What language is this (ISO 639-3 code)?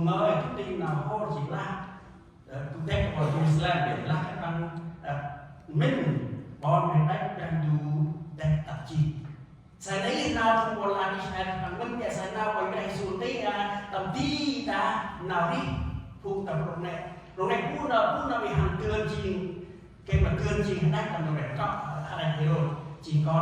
cmo